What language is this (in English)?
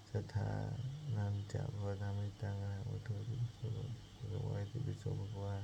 Pali